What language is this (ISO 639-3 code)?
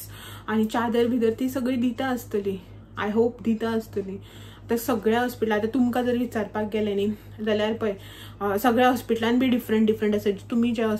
kok